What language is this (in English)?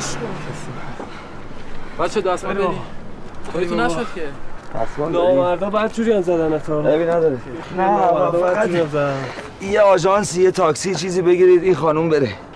Persian